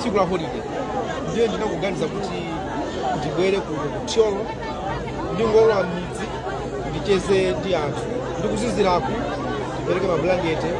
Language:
Nyanja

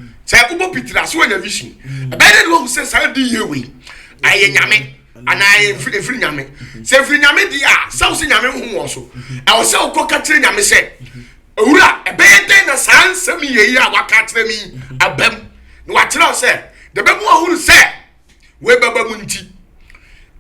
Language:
Akan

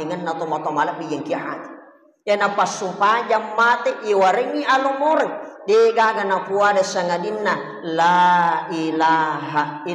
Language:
Buginese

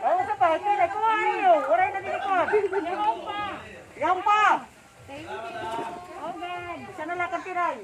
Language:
Waray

